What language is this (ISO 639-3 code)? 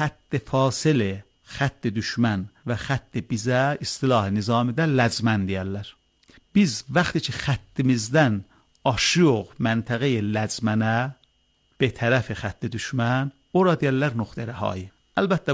aze